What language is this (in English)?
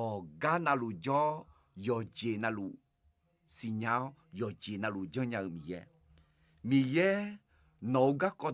Akha